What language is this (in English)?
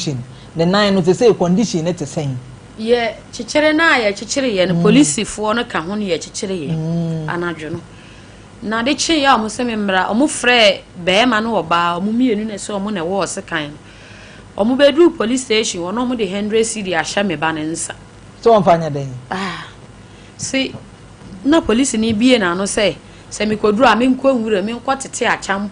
Akan